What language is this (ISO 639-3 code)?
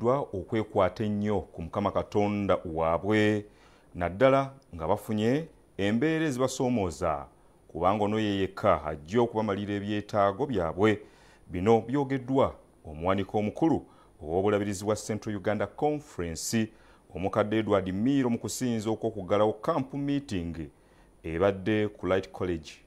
lug